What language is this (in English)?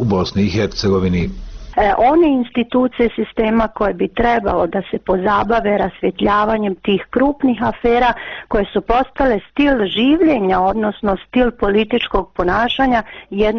Bosnian